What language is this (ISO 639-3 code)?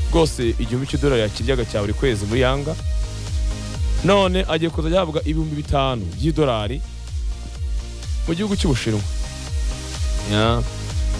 kin